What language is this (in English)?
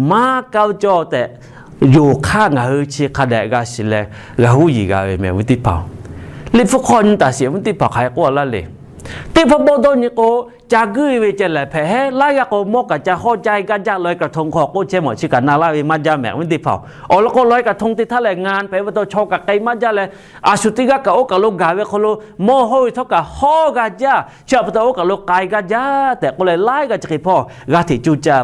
Lahu